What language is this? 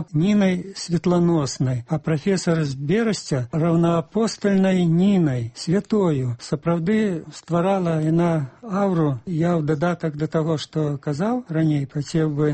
Belarusian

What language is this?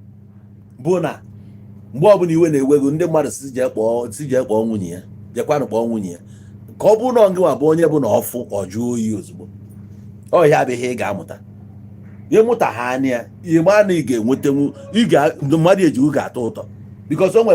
Igbo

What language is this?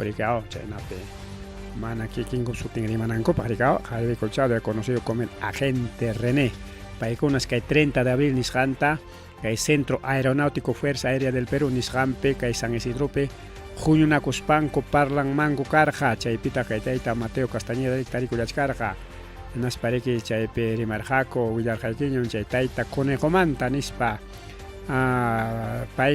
Ayacucho Quechua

